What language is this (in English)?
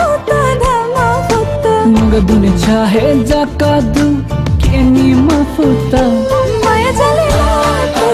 Newari